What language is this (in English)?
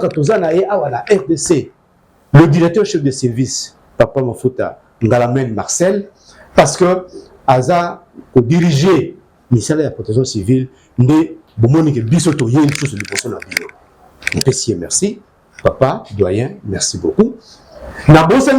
Lingala